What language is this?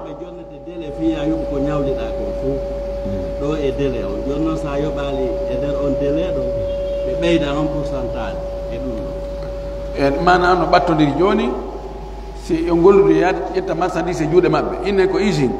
Pular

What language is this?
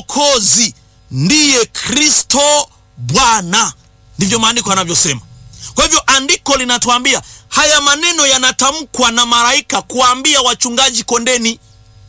Swahili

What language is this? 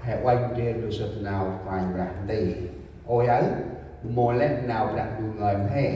Central Mnong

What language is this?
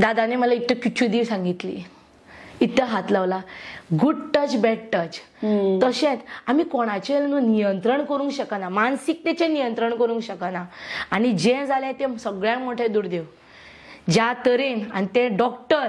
Konkani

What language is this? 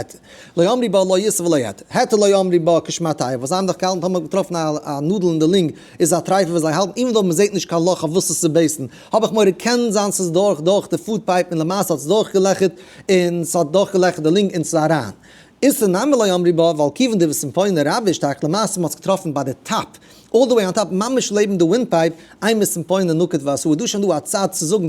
Yiddish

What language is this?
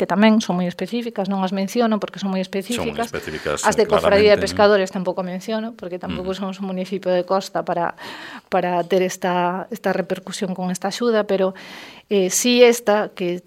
Galician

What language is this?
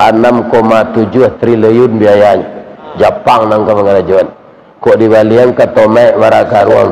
Minangkabau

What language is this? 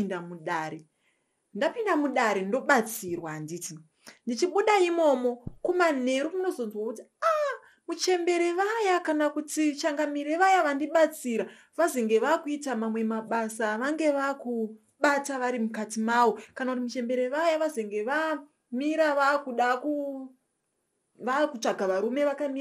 Shona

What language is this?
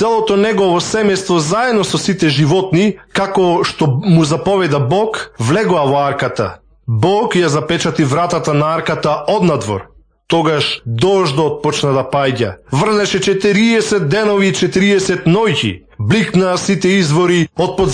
Macedonian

